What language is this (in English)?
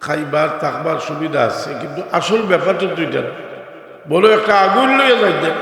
Sylheti